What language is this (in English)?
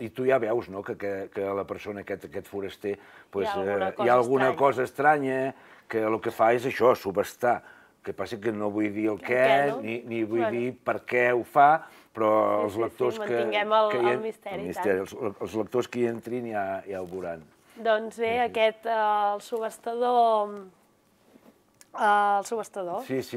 Catalan